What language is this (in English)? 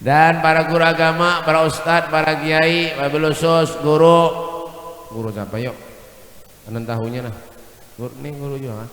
Banjar